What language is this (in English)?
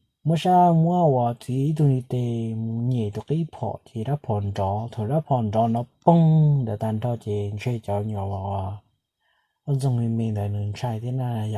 Hmong